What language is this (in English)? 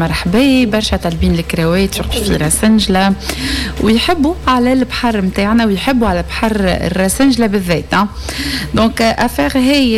Tunisian Arabic